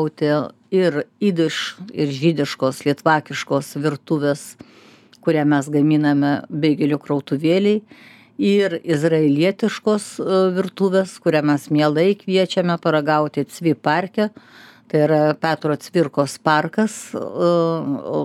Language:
Lithuanian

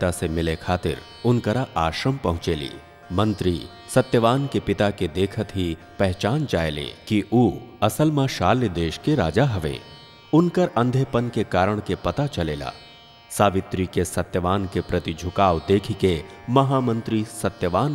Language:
Bhojpuri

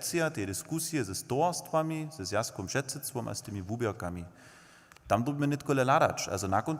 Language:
Upper Sorbian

